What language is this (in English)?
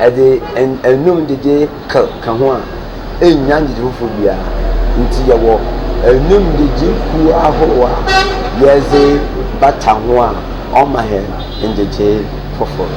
Akan